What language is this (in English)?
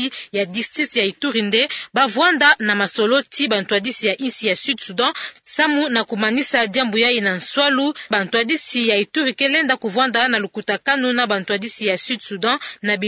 Kituba (Democratic Republic of Congo)